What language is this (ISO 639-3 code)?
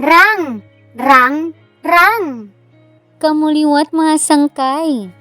war